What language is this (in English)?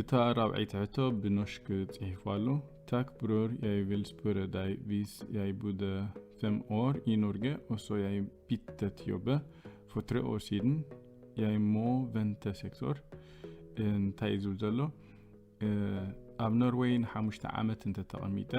Tigrinya